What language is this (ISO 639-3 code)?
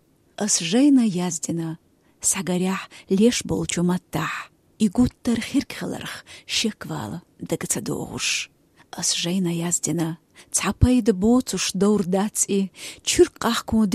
che